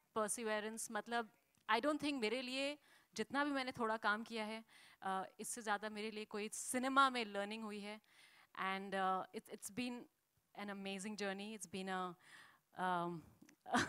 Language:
Hindi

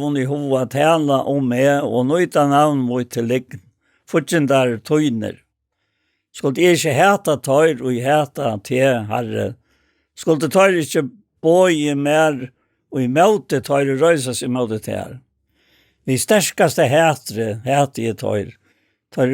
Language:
Faroese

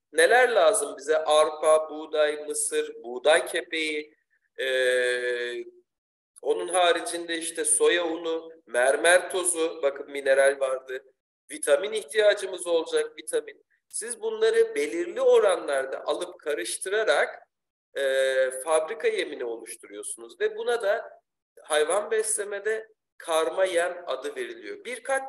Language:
Turkish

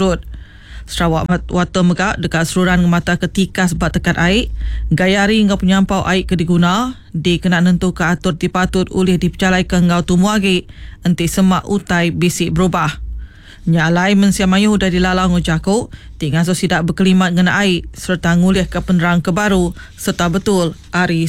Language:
Iban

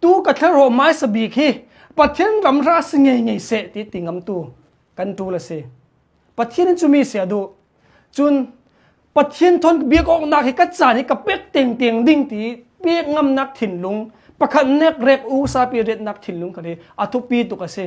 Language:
Hakha Chin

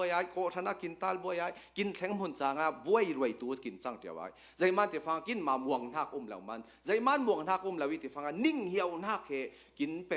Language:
Hakha Chin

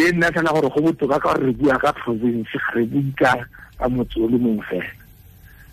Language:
Tswana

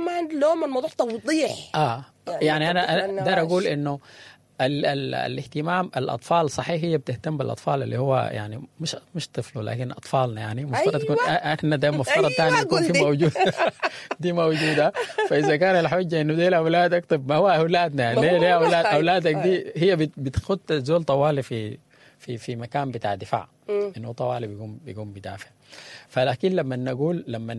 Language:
Sudanese Arabic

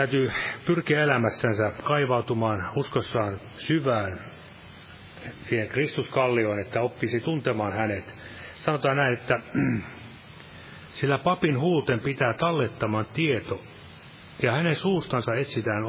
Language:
Finnish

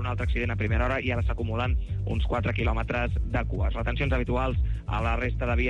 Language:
Catalan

